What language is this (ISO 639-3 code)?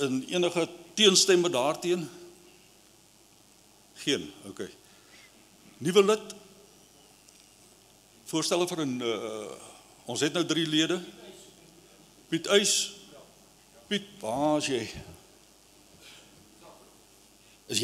afr